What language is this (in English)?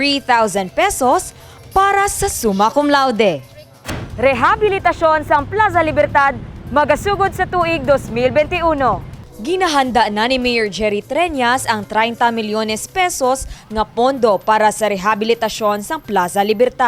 Hiligaynon